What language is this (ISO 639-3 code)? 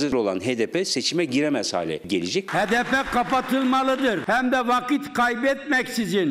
tur